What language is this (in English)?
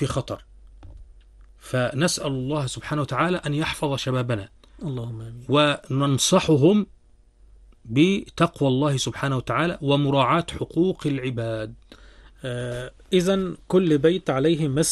Arabic